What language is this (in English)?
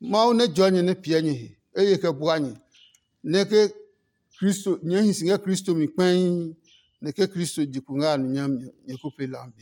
Adangme